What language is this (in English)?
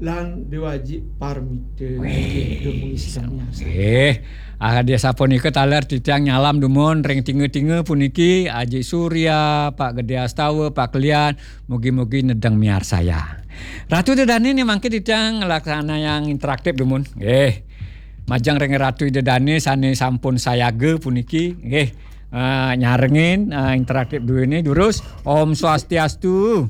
Balinese